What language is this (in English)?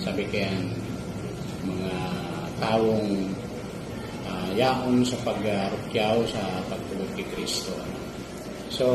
Bikol